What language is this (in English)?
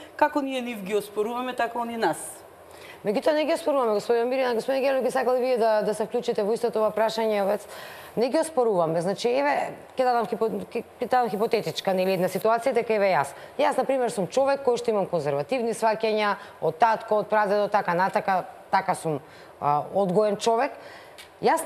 Macedonian